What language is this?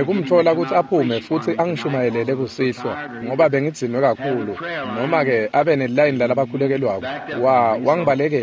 Swati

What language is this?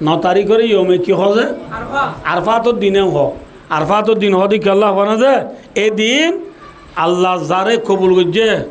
Rohingya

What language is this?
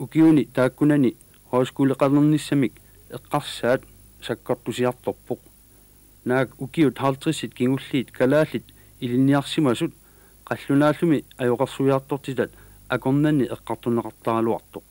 Kalaallisut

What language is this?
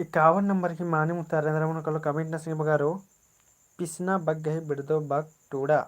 Kurukh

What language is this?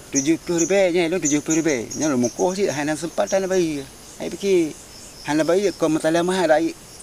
Achinese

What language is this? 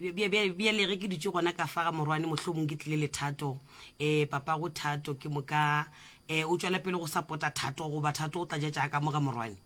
Northern Sotho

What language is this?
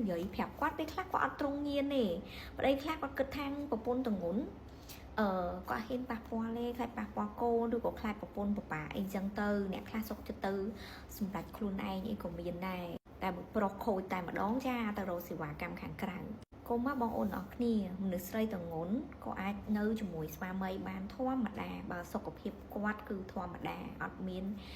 Khmer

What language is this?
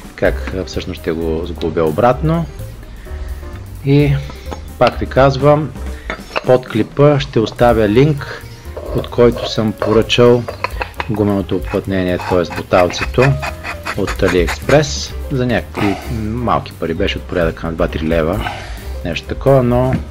Bulgarian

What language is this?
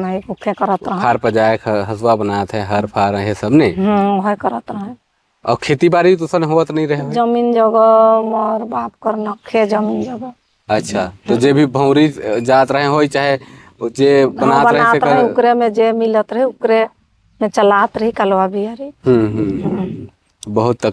Sadri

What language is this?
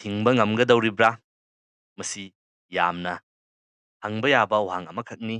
Manipuri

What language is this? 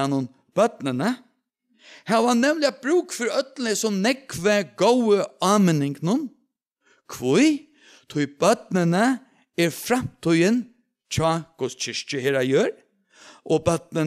Faroese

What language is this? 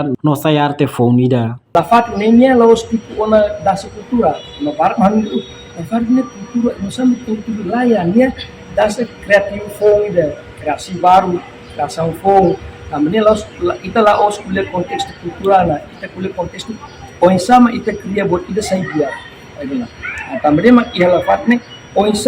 Tetum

